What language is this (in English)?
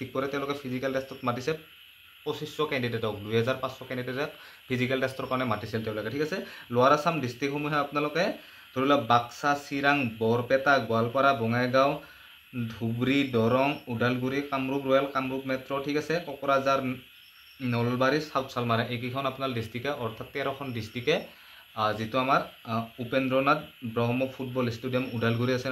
Assamese